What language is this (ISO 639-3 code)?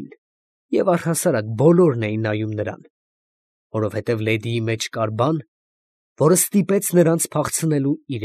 hye